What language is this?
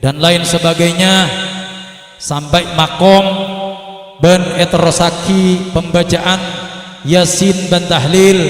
Madurese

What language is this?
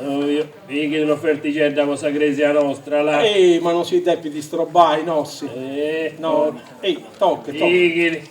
Sardinian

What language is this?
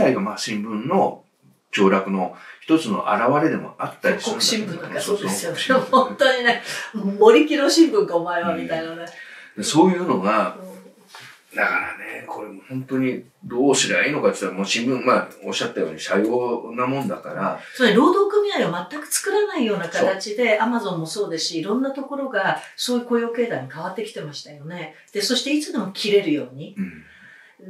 Japanese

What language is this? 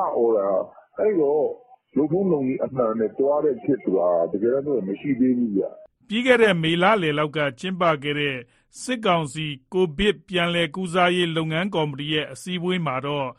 Burmese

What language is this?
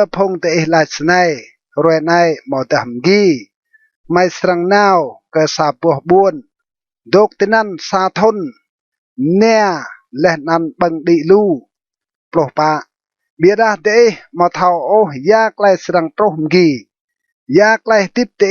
Rade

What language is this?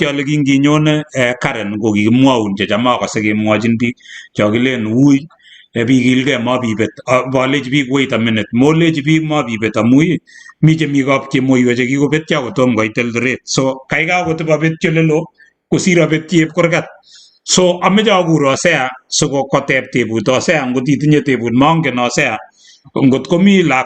Kalenjin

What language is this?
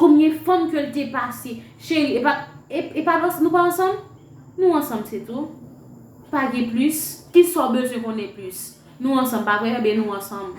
Haitian Creole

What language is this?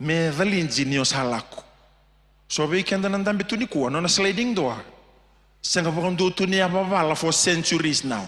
Fijian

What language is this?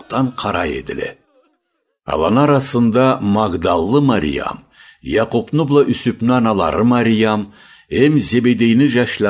Karachay-Balkar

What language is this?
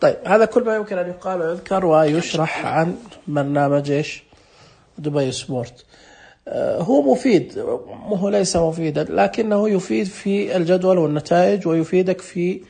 Najdi Arabic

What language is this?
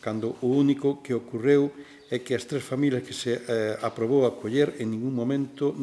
Galician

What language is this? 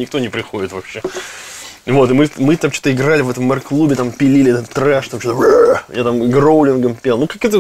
Russian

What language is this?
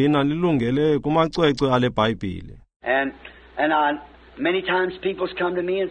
Xhosa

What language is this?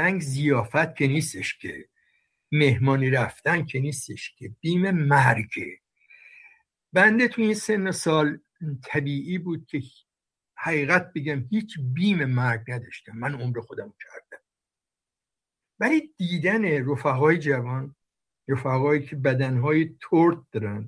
Persian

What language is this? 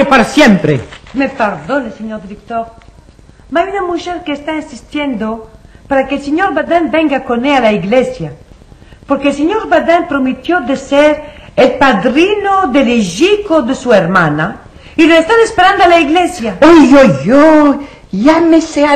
Ladino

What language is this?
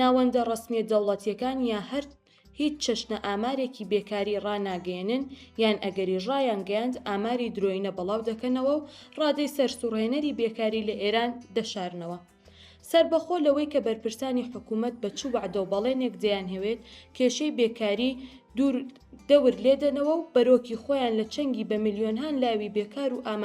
Central Kurdish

